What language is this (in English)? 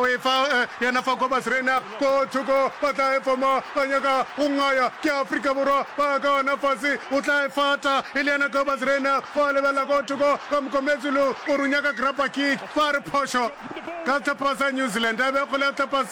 Northern Sotho